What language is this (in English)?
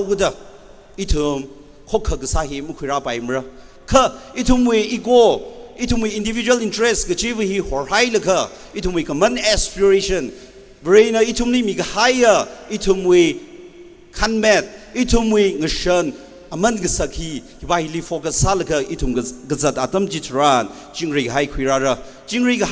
Tangkhul Naga (India)